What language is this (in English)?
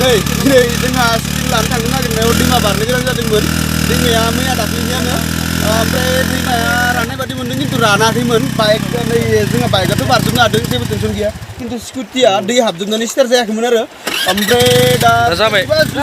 Bodo